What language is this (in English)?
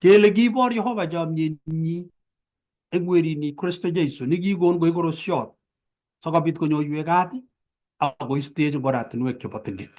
Kalenjin